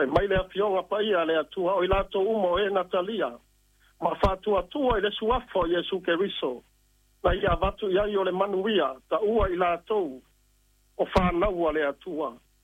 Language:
Samoan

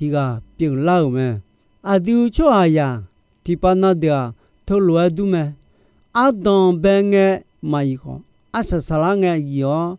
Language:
Akha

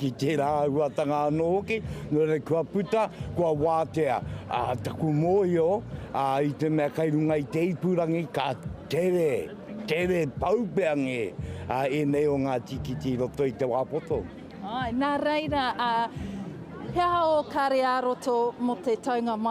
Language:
Māori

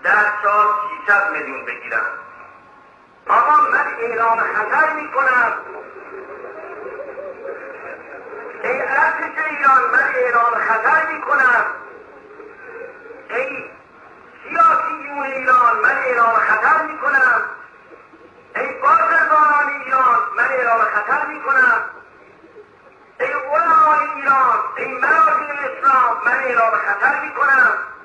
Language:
Persian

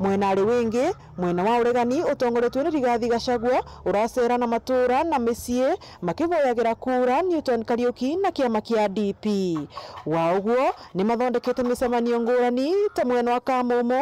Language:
Meru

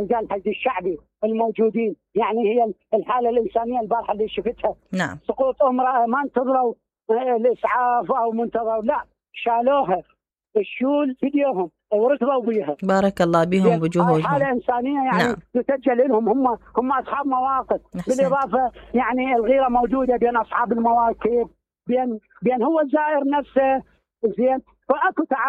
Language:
Mesopotamian Arabic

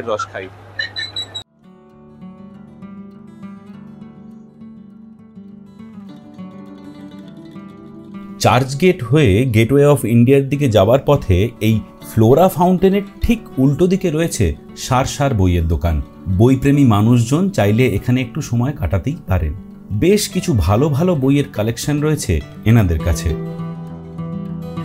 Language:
Bangla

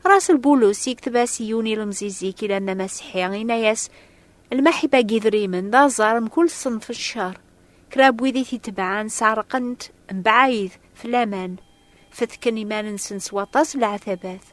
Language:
Kabyle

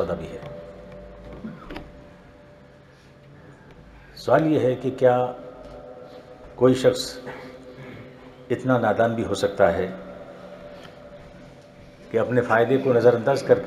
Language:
Urdu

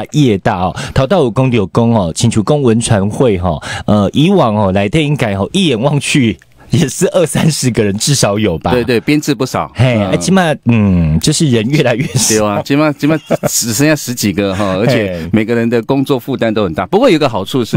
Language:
Chinese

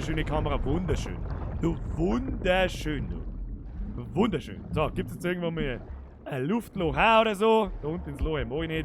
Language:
Bavarian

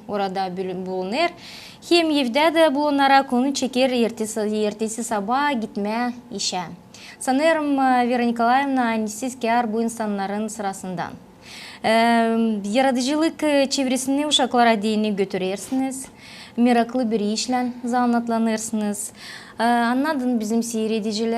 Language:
Gagauz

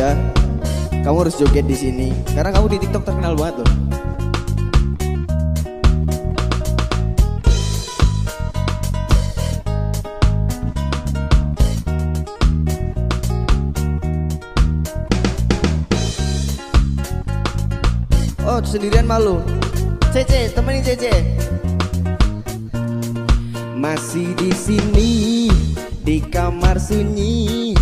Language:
Indonesian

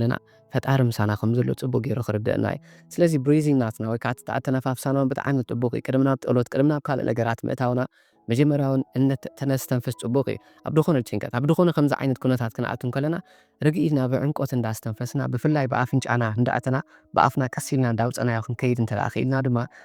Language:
Tigrinya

